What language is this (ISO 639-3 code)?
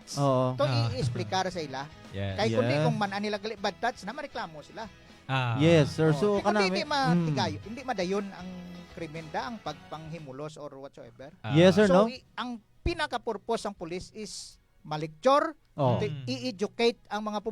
hil